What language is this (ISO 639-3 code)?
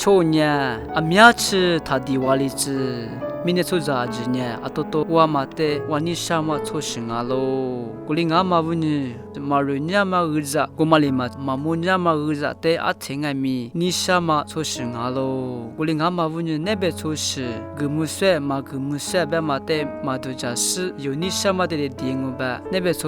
lis